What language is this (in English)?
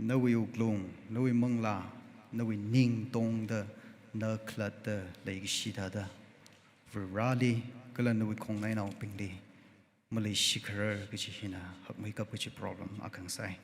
Tangkhul Naga (India)